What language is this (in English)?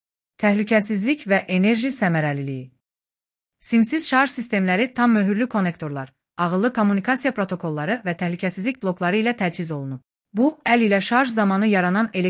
Azerbaijani